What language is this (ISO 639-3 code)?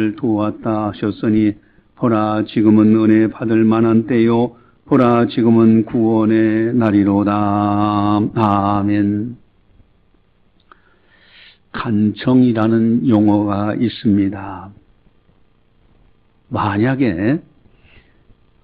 kor